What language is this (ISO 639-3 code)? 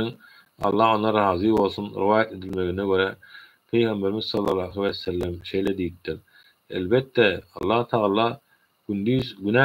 tuk